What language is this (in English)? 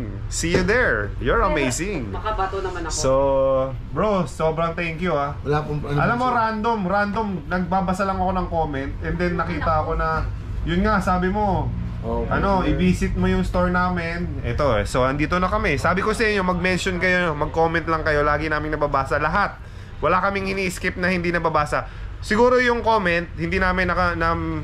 Filipino